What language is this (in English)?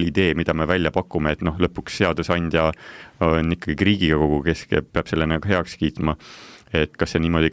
Estonian